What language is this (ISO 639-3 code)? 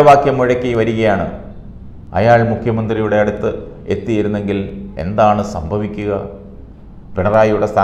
mal